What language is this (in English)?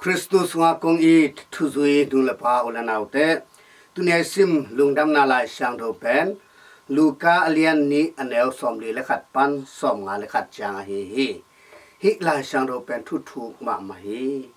Tedim Chin